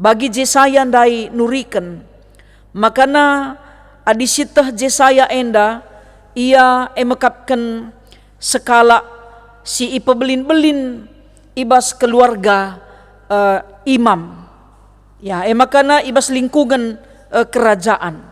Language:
Batak Karo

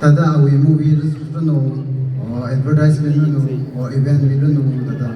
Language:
Tangkhul Naga (India)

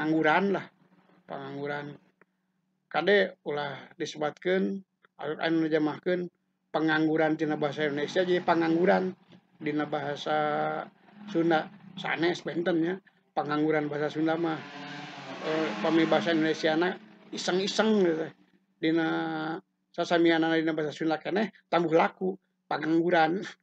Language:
Sundanese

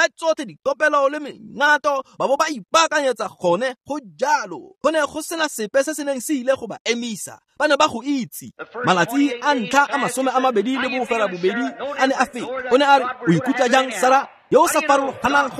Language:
Tswana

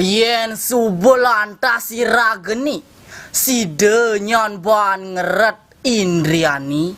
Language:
Balinese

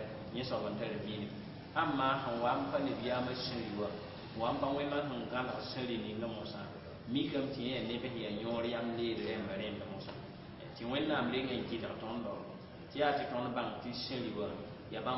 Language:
Mossi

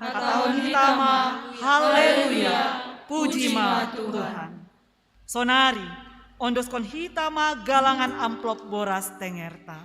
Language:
Batak Simalungun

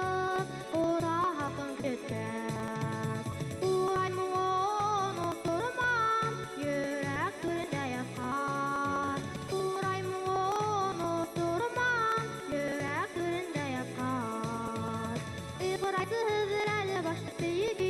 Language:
Bashkir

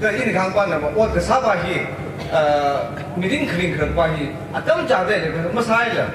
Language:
Tangkhul Naga (India)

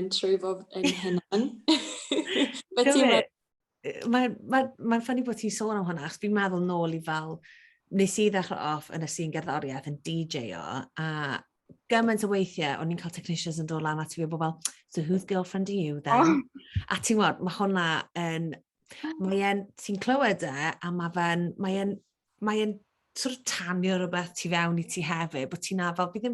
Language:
Welsh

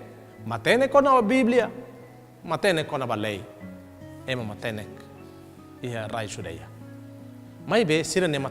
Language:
Tetum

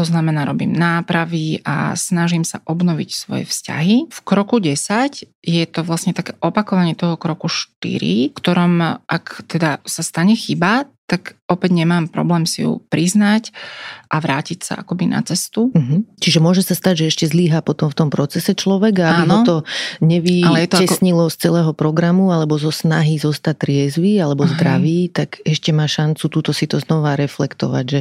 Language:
Slovak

